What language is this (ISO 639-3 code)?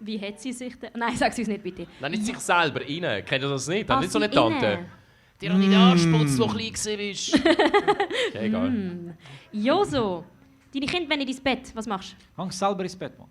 gsw